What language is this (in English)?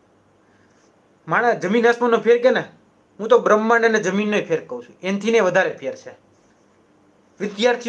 Gujarati